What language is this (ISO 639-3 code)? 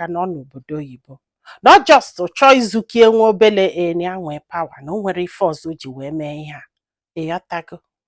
ibo